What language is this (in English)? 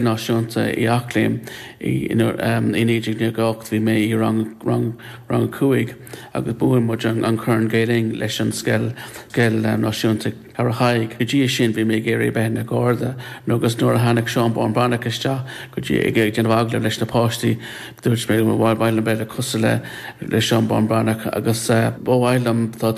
Irish